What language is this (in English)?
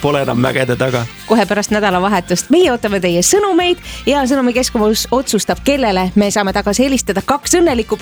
Estonian